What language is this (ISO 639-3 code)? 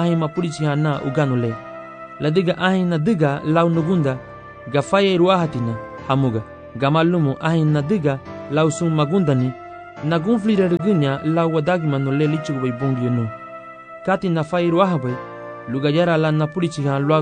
cab